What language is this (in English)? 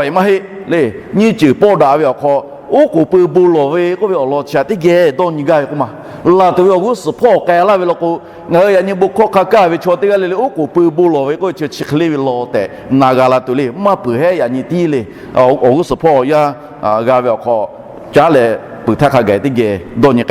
Lahu